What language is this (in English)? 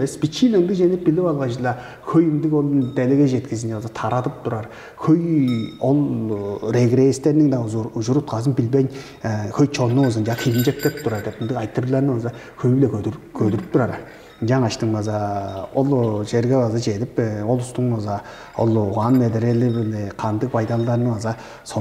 Tuvinian